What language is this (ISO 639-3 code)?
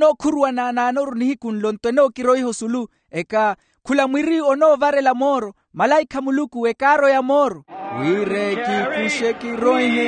vmw